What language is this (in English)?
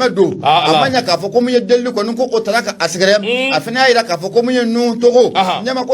Bambara